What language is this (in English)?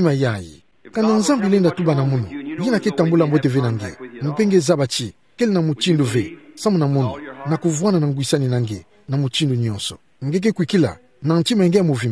Kituba (Democratic Republic of Congo)